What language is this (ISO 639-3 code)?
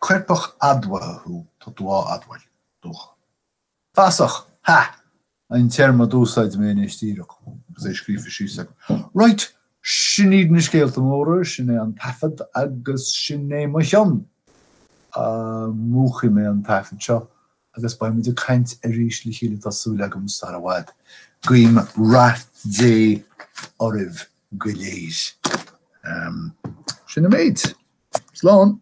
gle